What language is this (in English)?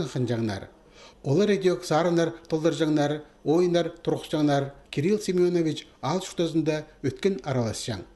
Khakas